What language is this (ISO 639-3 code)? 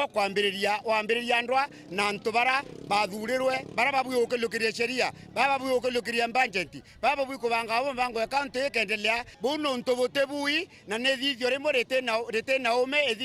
mer